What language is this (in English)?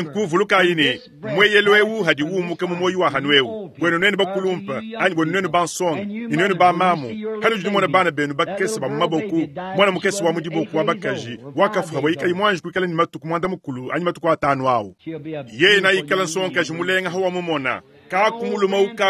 Luba-Lulua